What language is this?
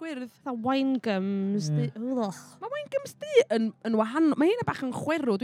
Welsh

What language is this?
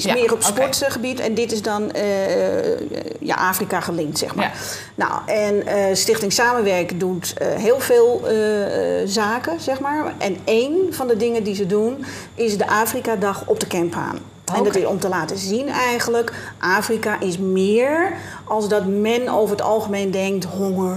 Dutch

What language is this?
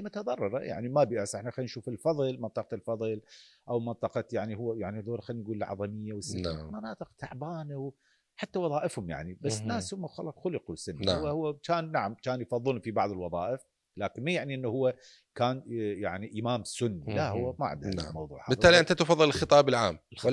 Mesopotamian Arabic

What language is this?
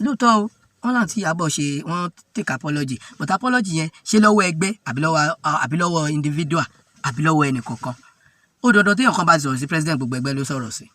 Yoruba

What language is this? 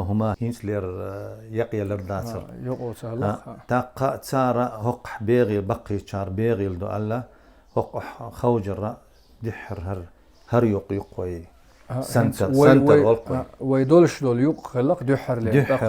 Chechen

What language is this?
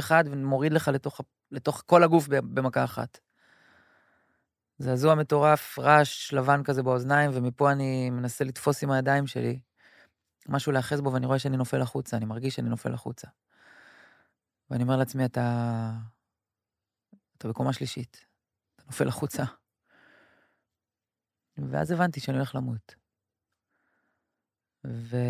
Hebrew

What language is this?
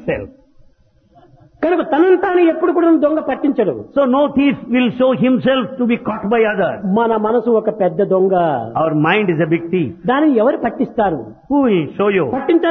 Telugu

